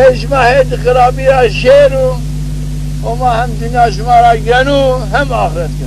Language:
Zaza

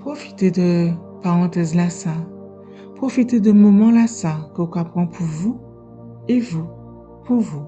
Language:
Guadeloupean Creole French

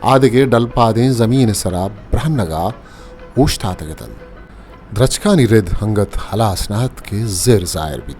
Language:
Eastern Balochi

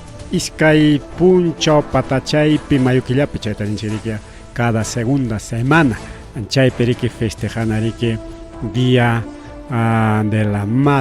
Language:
Ayacucho Quechua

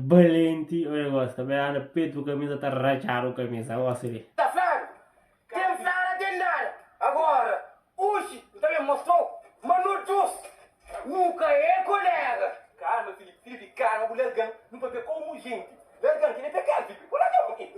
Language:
Kabuverdianu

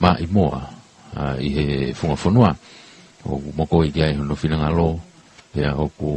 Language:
Tongan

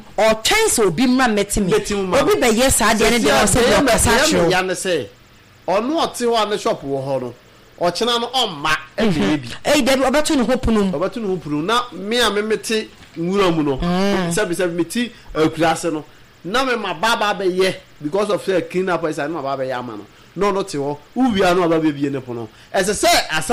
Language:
Akan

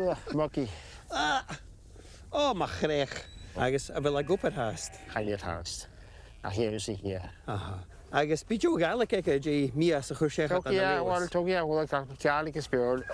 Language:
Scottish Gaelic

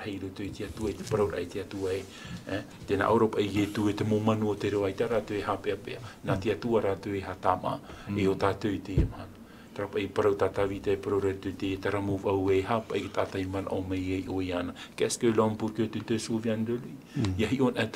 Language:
Tahitian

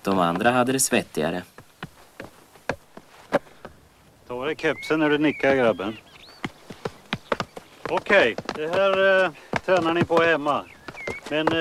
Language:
Swedish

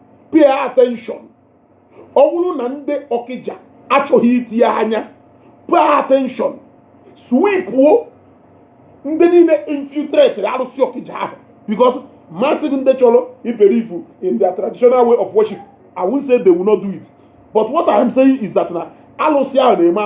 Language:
Igbo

